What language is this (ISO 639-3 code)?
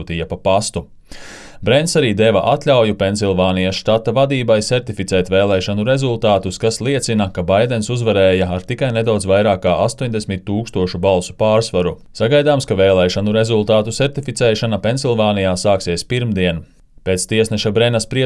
lav